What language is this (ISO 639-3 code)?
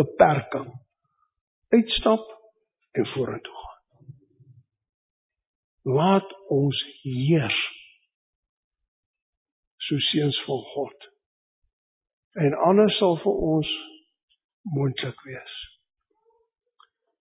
afr